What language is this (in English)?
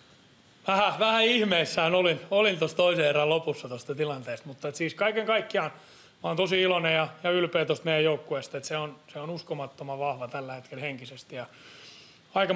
Finnish